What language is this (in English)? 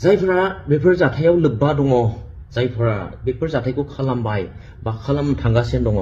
Bodo